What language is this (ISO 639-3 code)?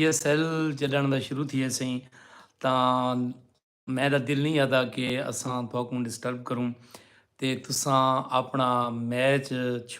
skr